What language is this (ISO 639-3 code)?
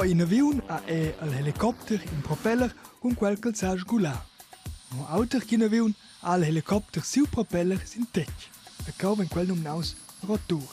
roh